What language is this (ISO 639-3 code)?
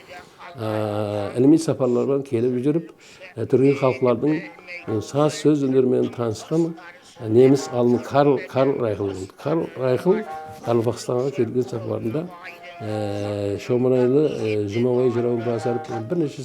kaa